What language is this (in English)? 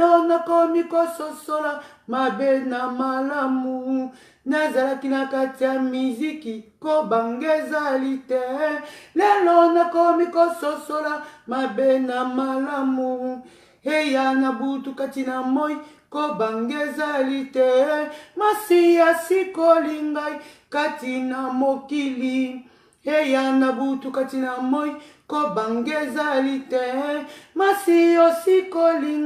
Lingala